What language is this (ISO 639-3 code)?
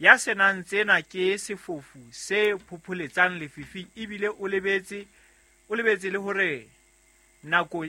sot